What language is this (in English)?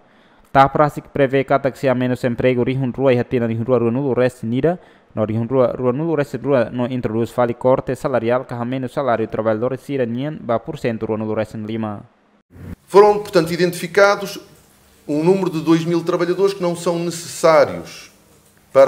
Tetum